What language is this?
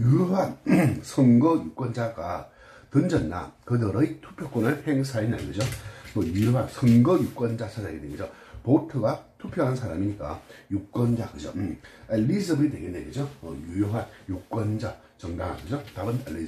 Korean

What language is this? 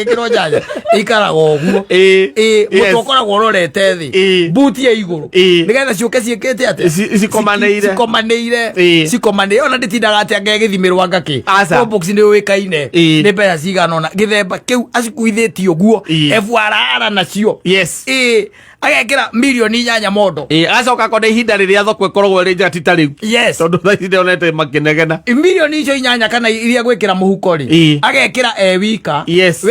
Kikuyu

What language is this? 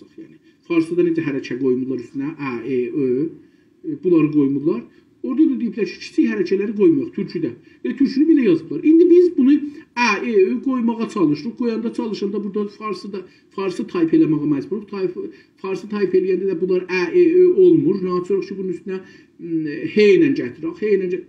South Azerbaijani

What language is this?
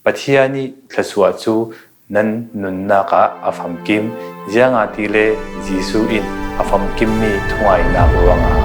Falam Chin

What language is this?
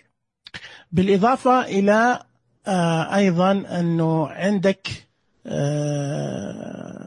Najdi Arabic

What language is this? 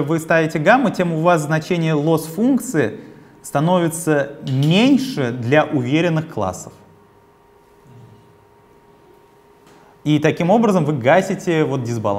Russian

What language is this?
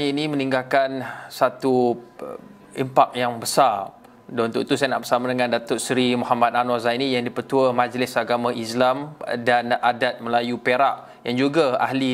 Malay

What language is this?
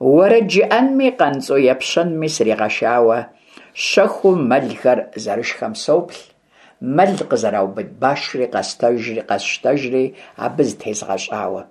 Kabardian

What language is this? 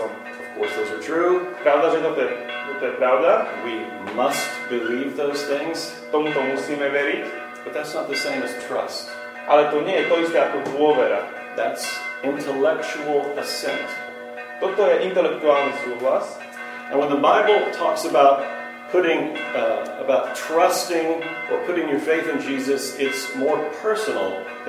Slovak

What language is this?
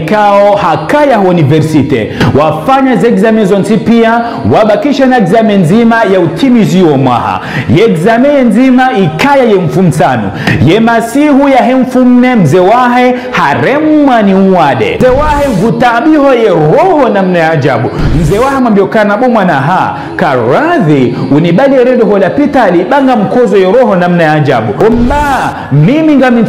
Ngazidja Comorian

